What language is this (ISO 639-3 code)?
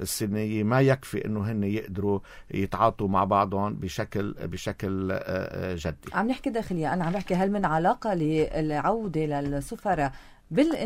apc